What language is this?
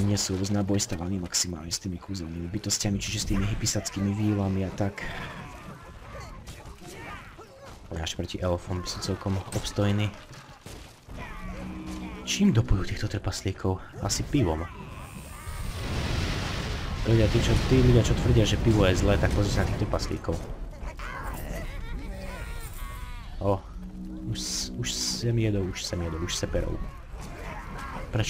Slovak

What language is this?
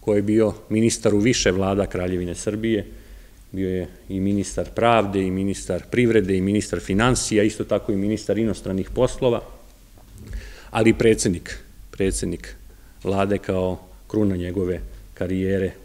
Serbian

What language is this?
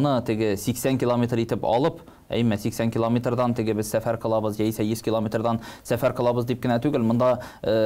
Tatar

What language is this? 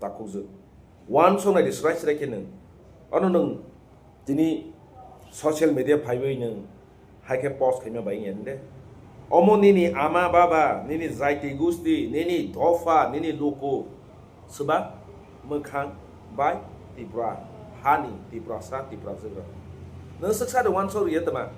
Kok Borok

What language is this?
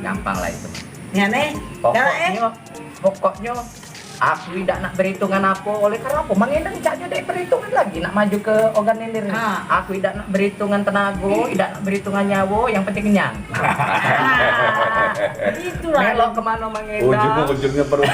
Musi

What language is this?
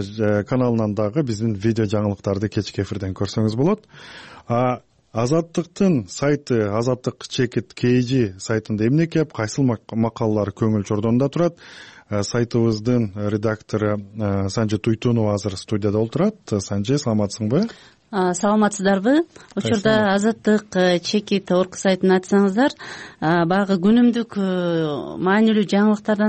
Kyrgyz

